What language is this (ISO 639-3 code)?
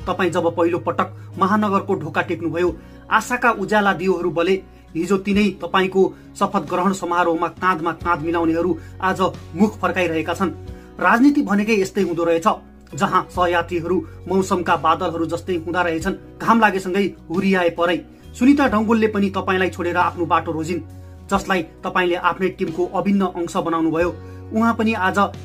nep